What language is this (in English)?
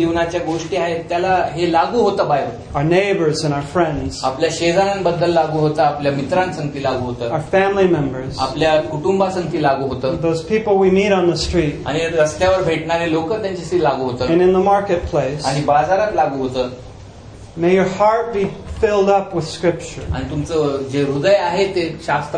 Marathi